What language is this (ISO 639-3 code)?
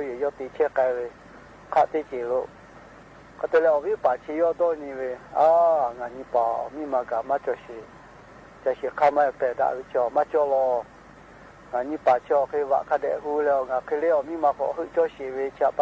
lhu